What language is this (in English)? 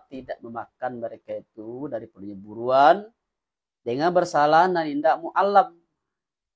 Minangkabau